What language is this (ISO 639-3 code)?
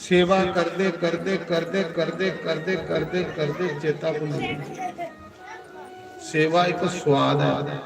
doi